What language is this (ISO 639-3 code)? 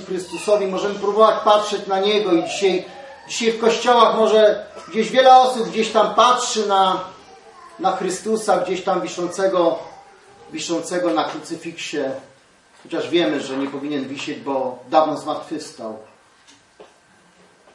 pol